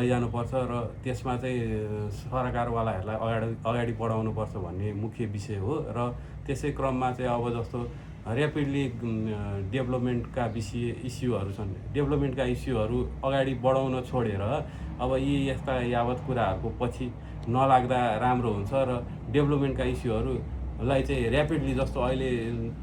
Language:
Nepali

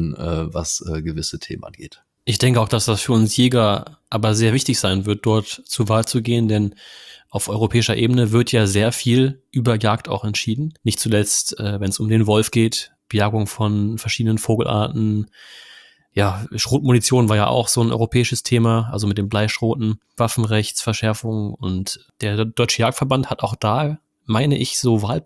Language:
German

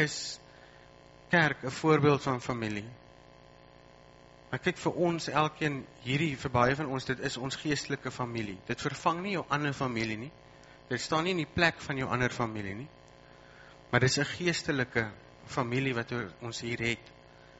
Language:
Afrikaans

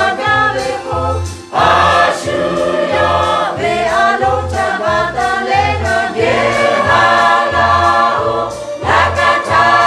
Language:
Lahu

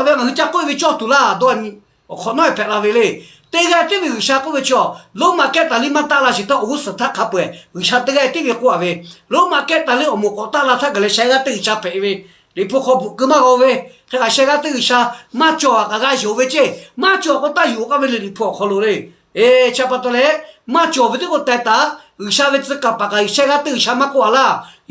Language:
Lahu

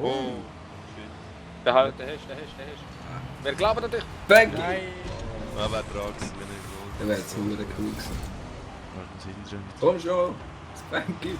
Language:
Swiss German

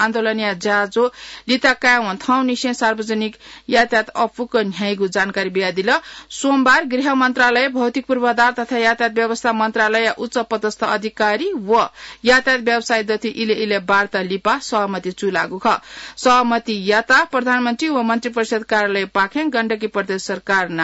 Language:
Newari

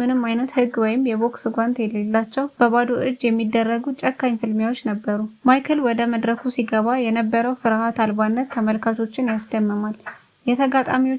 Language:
Amharic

